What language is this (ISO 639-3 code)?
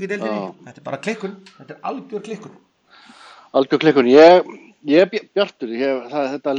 isl